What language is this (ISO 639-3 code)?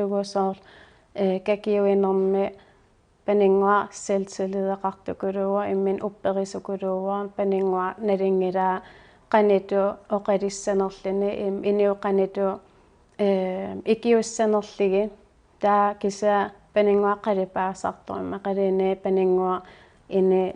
kal